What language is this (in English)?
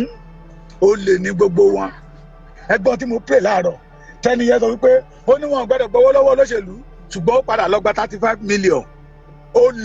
Yoruba